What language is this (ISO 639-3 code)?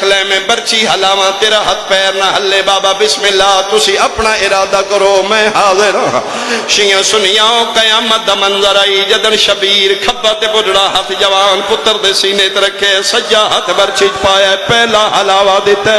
phr